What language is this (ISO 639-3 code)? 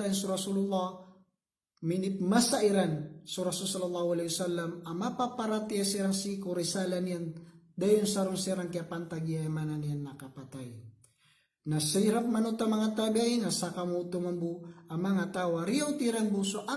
mrw